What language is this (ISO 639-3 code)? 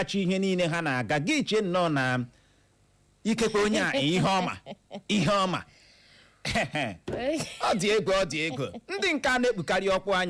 ibo